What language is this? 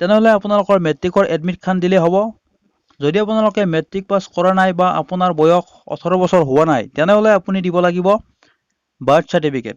Assamese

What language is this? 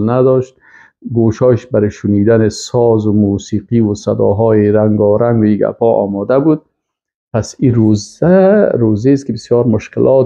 Persian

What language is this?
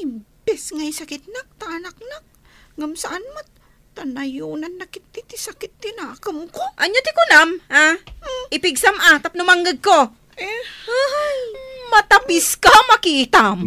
Iloko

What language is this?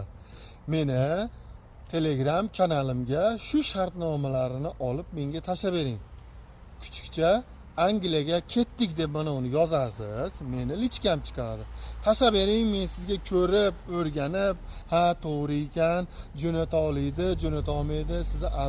Uzbek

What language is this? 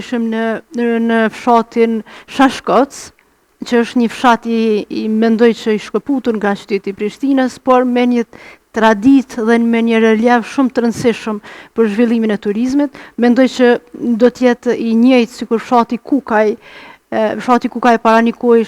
Albanian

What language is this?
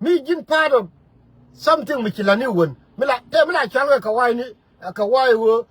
Nuer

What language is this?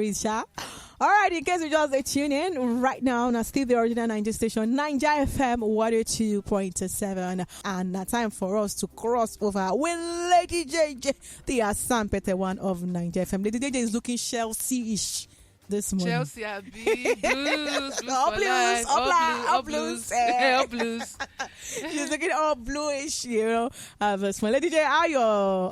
Nigerian Pidgin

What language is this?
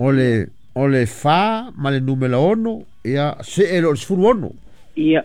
Samoan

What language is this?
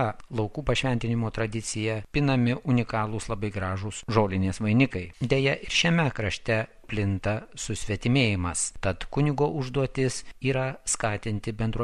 Lithuanian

